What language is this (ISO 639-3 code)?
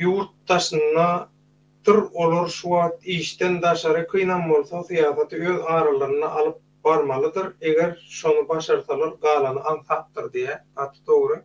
tuk